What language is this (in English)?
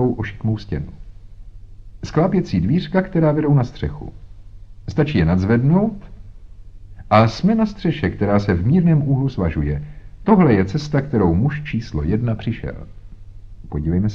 Czech